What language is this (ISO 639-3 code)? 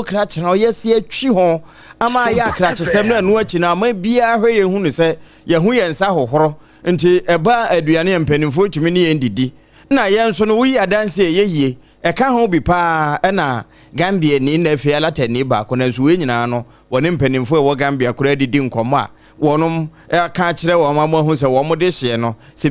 aka